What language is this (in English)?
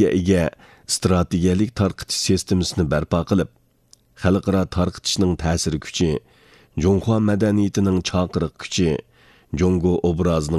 Uyghur